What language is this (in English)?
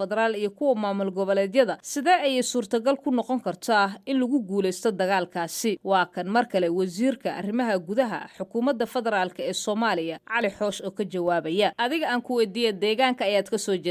Somali